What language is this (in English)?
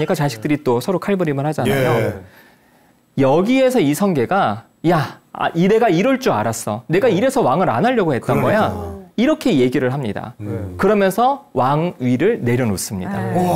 Korean